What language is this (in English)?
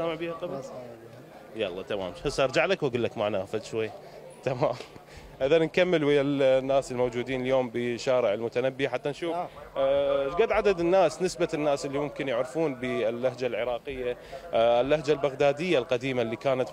Mesopotamian Arabic